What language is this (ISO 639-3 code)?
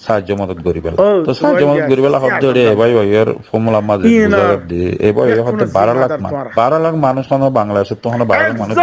rhg